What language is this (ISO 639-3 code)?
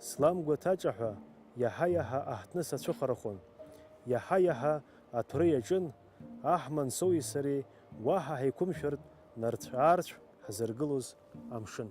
abk